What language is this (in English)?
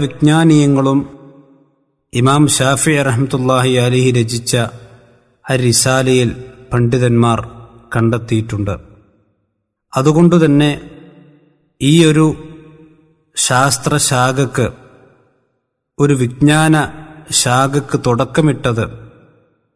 Malayalam